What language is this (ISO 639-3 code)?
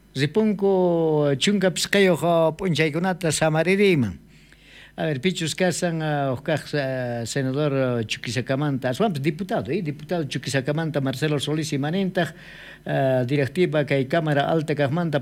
quh